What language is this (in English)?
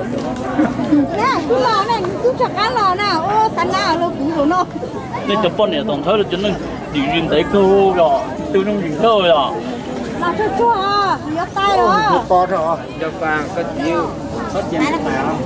Vietnamese